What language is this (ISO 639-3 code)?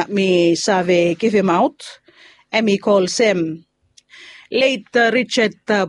bis